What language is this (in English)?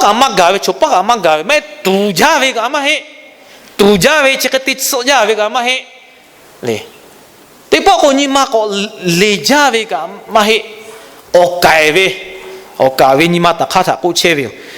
Lahu